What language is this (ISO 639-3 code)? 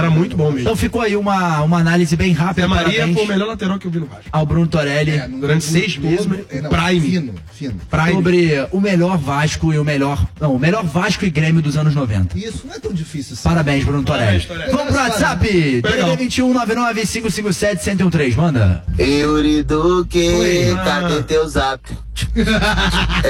por